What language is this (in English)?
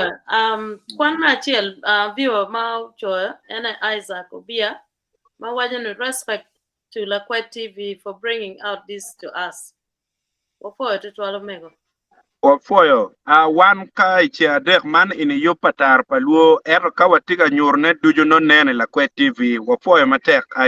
Acoli